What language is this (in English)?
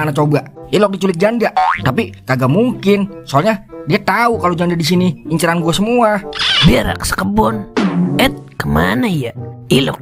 Betawi